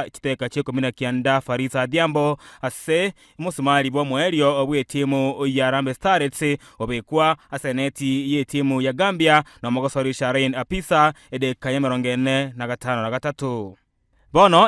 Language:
Gusii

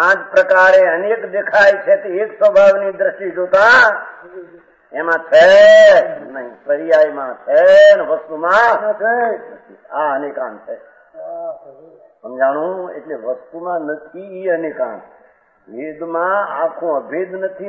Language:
Gujarati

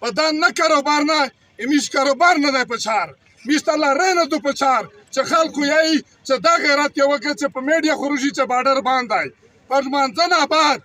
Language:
Pashto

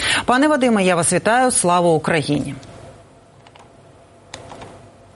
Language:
Ukrainian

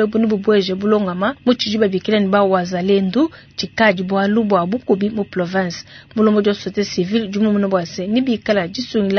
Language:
Luba-Lulua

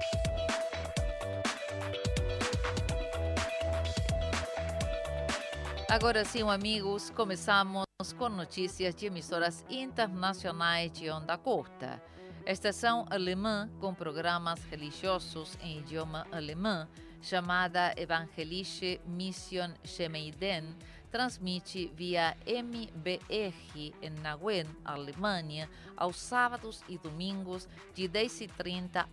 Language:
Portuguese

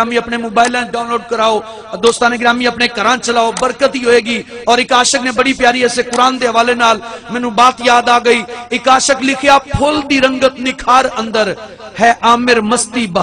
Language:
Saraiki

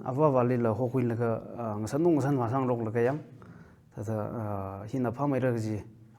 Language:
Tangkhul Naga (India)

